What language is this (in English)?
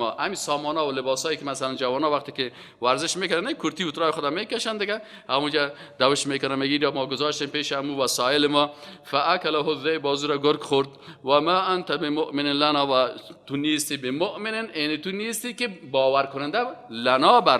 Persian